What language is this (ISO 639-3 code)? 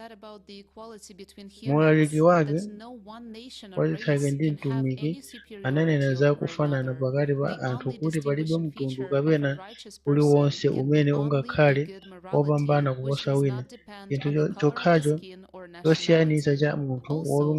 nya